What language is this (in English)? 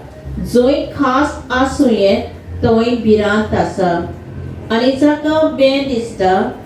Konkani